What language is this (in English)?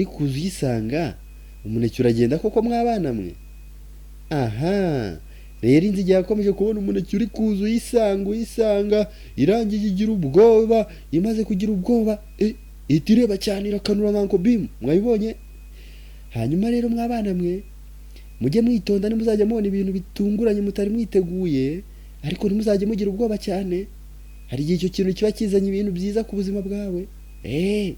Kinyarwanda